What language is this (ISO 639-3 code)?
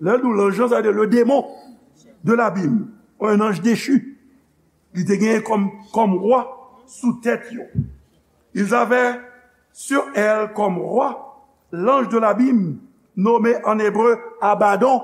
hat